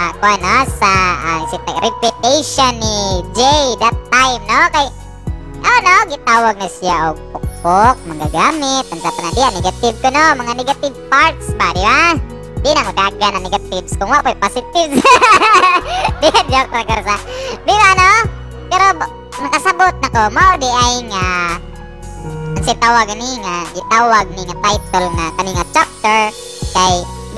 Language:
Cebuano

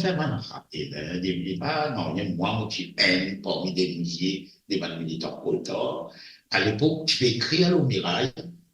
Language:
Morisyen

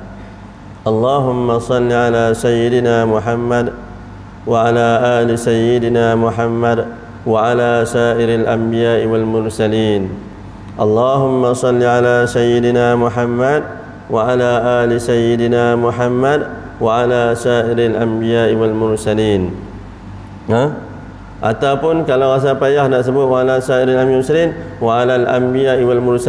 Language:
Malay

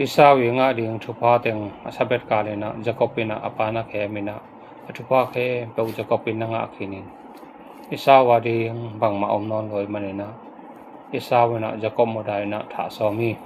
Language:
Tedim Chin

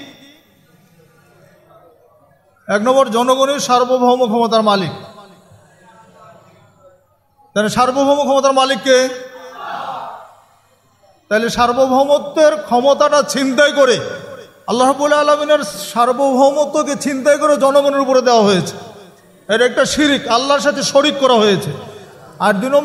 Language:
Bangla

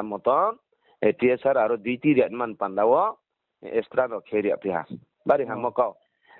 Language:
Riang (India)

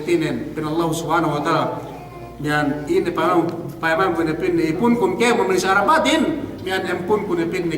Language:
Yakan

